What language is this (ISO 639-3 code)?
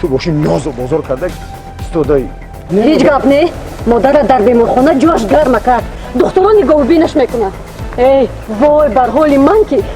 tgk